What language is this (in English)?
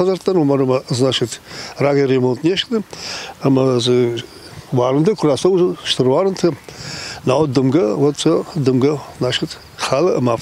Ossetic